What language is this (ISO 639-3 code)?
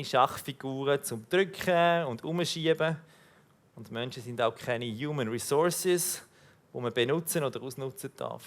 gsw